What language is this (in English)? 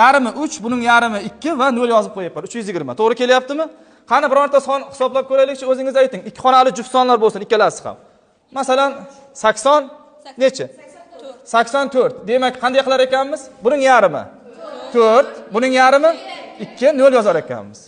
Uzbek